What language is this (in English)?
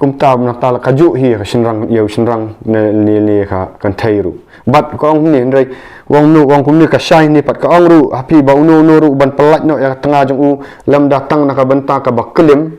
Khasi